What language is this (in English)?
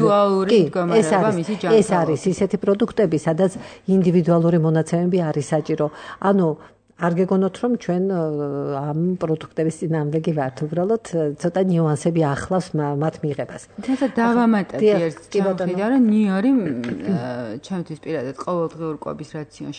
Georgian